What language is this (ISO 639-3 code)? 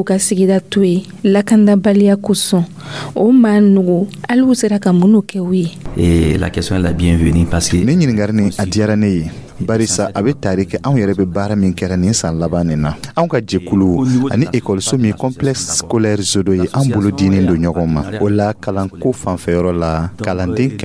dyu